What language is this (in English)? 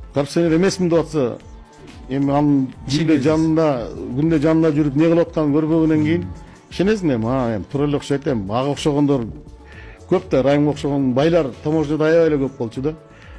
Kyrgyz